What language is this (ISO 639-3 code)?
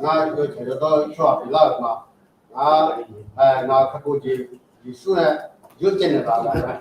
ahk